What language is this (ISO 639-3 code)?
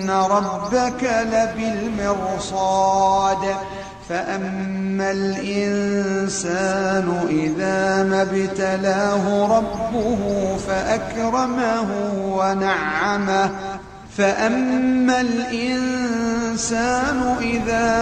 ara